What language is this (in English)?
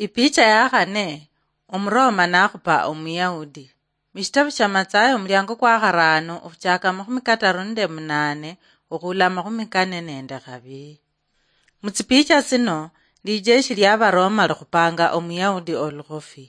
Luyia